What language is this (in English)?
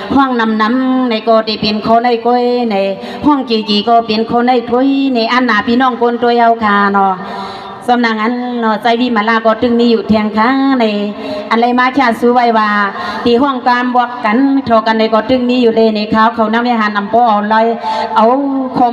Shan